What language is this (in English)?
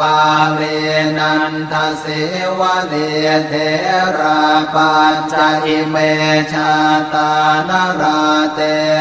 Pali